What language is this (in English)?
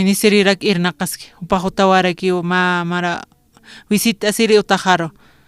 Aymara